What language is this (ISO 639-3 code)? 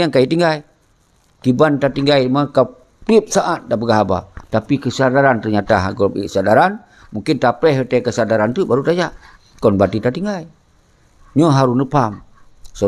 ace